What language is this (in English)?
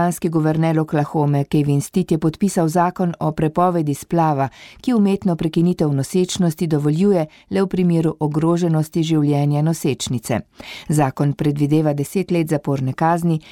Slovenian